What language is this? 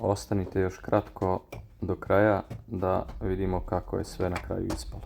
Serbian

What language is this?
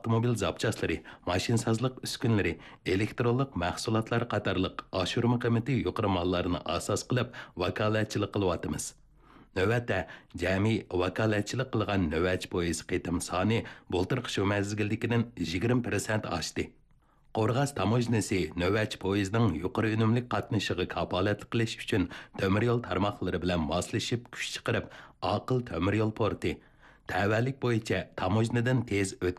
Uyghur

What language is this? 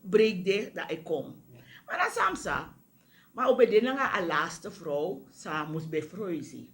Sranan Tongo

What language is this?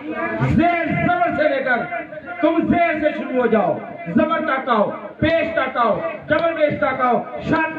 Urdu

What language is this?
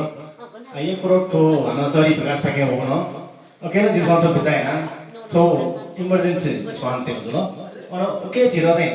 Newari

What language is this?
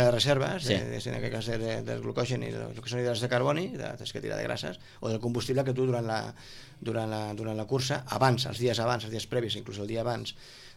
Catalan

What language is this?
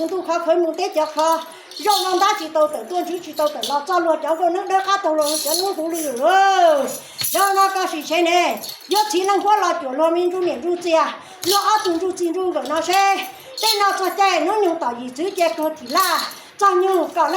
Hmong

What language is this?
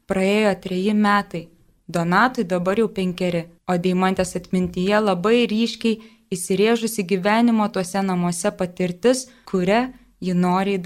Lithuanian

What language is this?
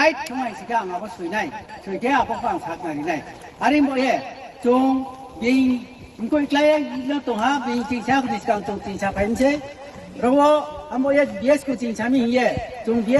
Riang (India)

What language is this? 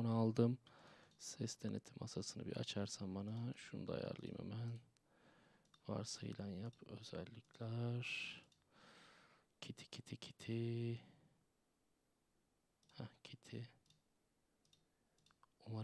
Turkish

